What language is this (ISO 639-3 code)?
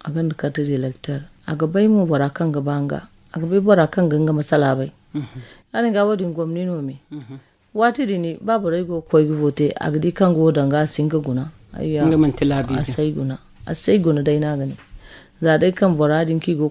dje